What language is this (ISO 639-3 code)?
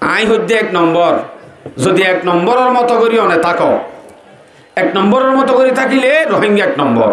rhg